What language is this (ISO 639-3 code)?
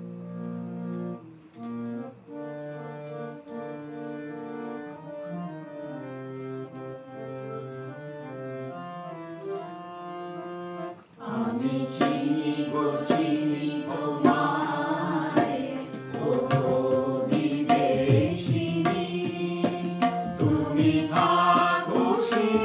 ben